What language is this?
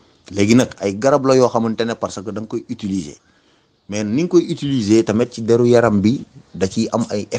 Wolof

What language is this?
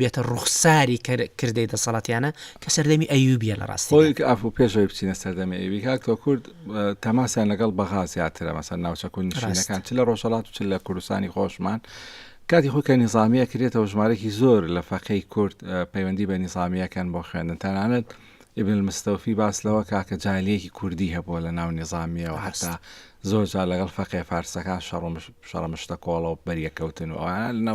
Central Kurdish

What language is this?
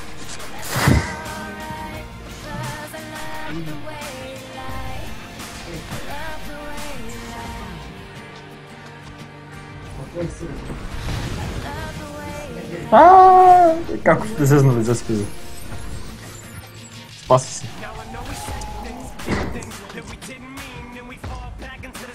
Croatian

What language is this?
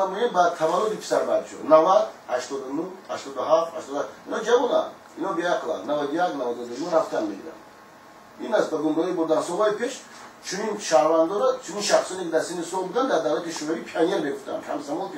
Tajik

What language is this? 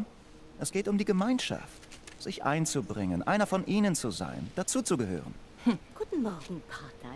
German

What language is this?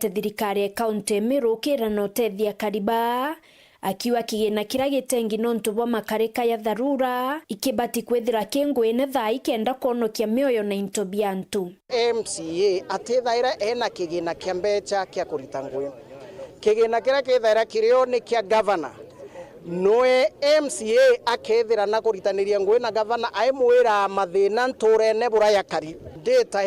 Meru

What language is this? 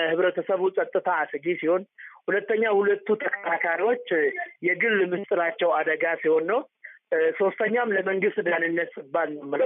Amharic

